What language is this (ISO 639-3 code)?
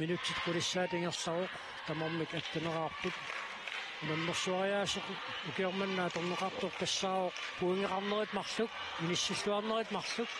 kal